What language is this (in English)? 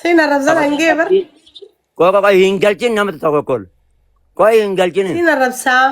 Oromo